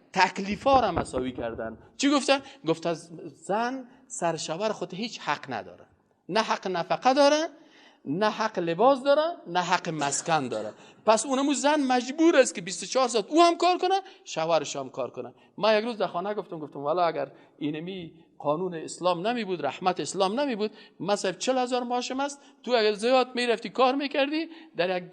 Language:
Persian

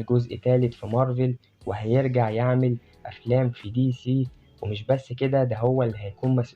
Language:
Egyptian Arabic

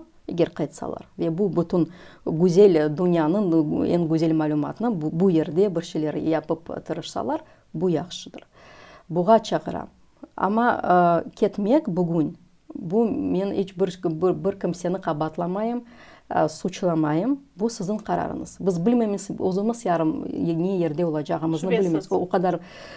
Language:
Crimean Tatar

